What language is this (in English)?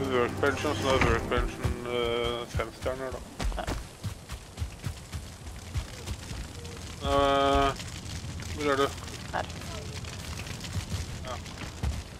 Norwegian